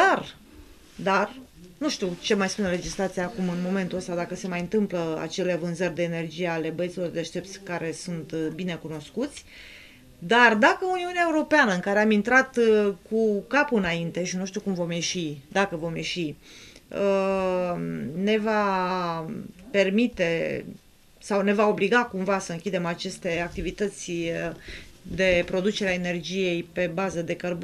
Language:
Romanian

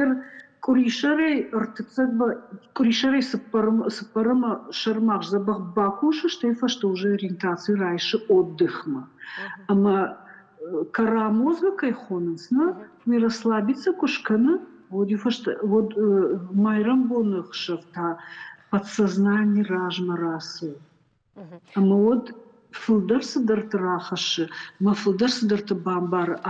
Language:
Ossetic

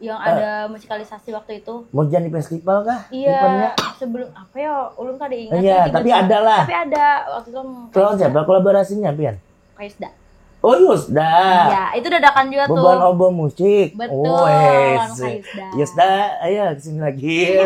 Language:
Banjar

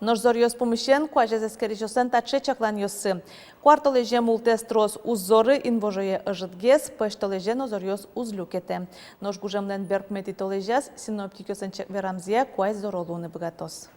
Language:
Udmurt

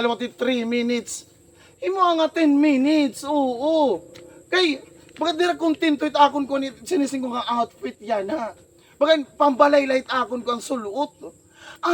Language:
Waray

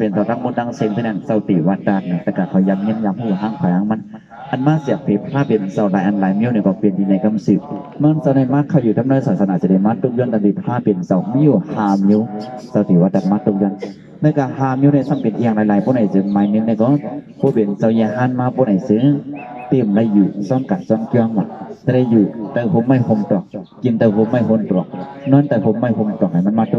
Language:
Shan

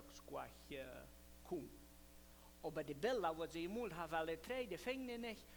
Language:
Plautdietsch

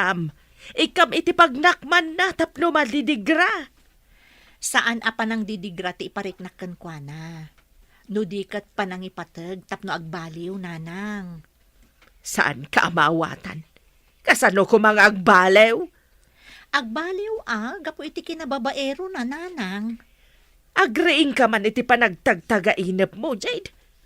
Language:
Iloko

